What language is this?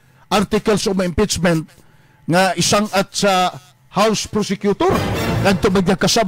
Cebuano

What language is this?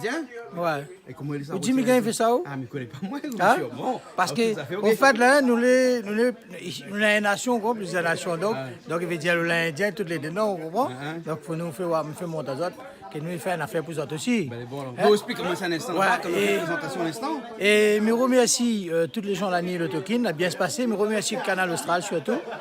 Réunion Creole French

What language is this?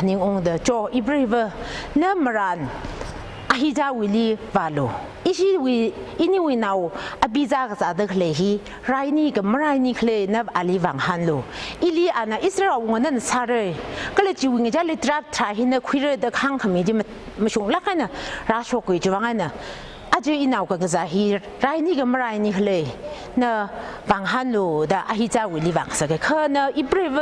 Tangkhul Naga (India)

